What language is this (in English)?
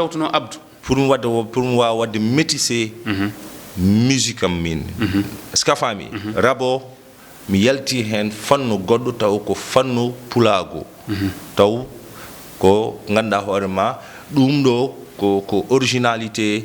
Fula